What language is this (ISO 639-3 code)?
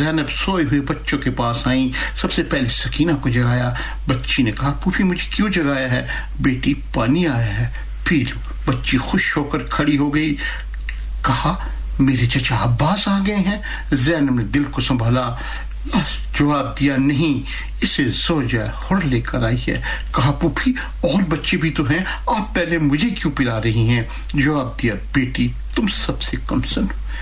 urd